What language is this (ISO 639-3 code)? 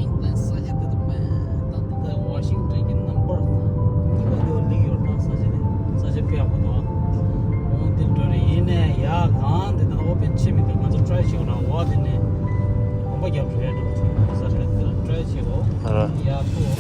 bod